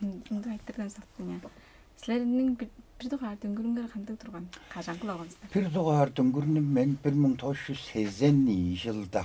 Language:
Tuvinian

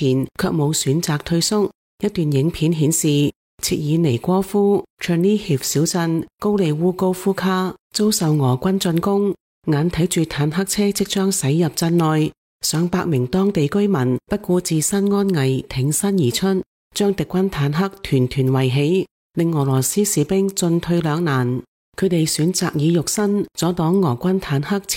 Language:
Cantonese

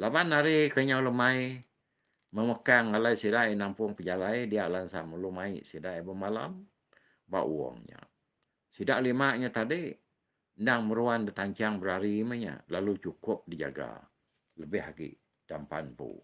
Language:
Iban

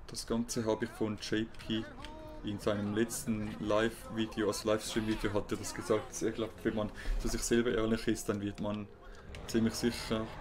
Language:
German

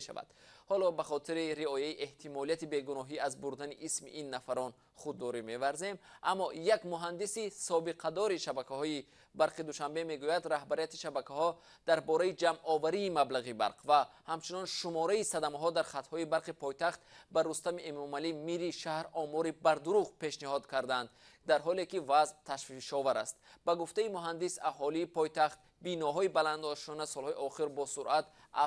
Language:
Tajik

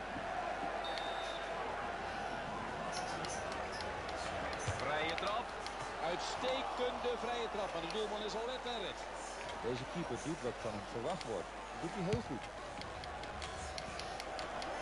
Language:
Dutch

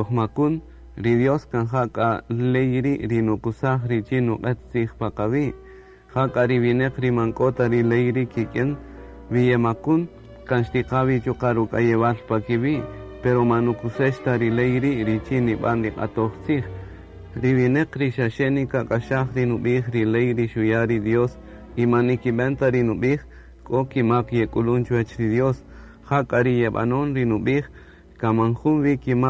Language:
Kaqchikel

